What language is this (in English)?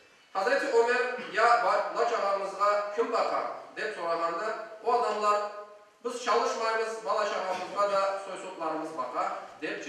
Crimean Tatar